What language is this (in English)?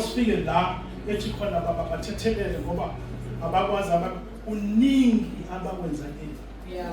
Zulu